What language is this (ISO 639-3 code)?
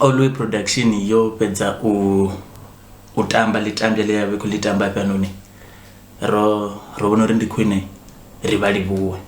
ven